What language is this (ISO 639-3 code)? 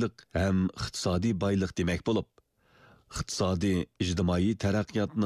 uig